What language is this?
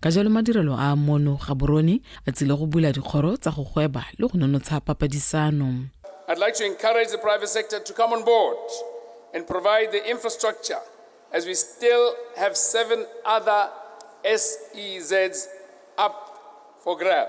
Tswana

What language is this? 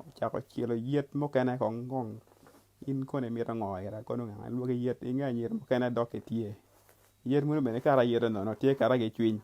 Acoli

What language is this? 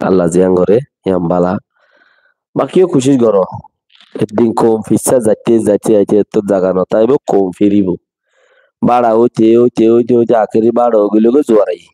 Rohingya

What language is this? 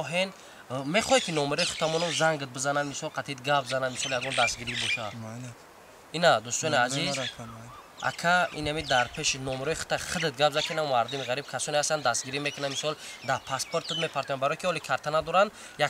Tajik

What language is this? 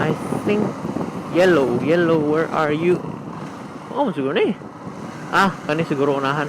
Cebuano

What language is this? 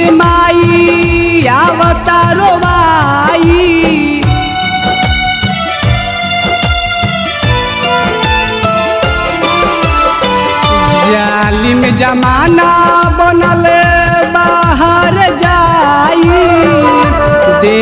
Bhojpuri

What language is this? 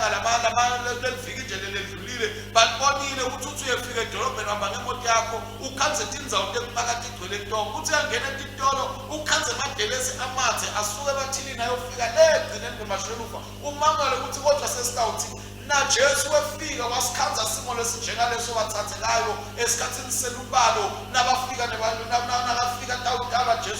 Swati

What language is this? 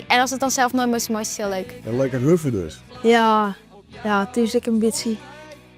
Western Frisian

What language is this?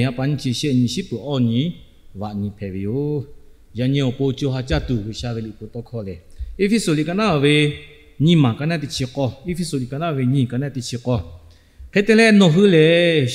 Lahu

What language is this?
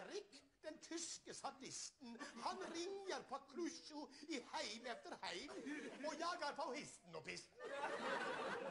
Norwegian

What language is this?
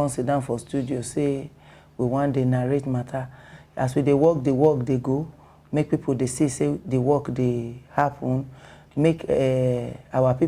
Nigerian Pidgin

